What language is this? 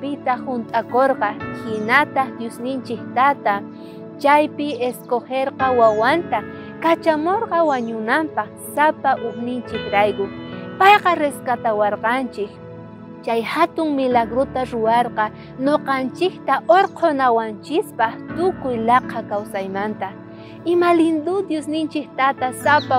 South Bolivian Quechua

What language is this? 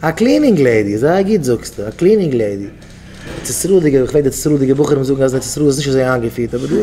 Yiddish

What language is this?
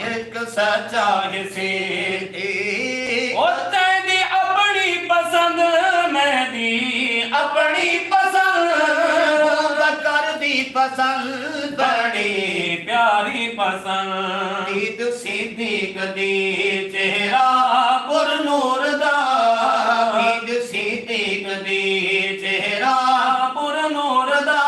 Saraiki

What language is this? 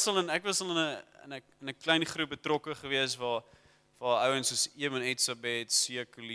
Afrikaans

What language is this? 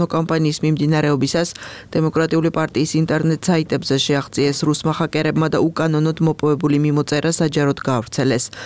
Georgian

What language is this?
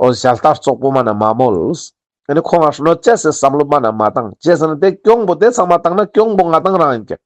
Ladakhi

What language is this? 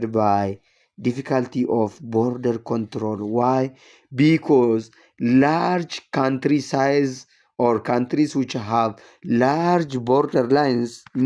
English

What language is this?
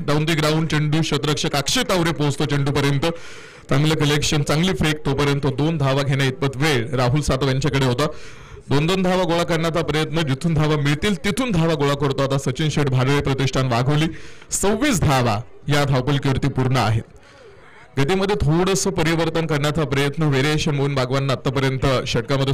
Marathi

